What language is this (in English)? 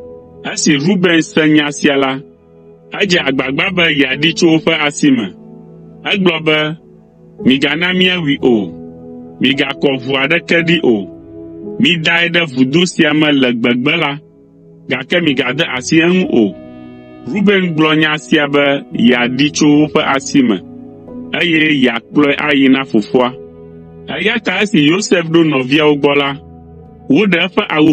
Ewe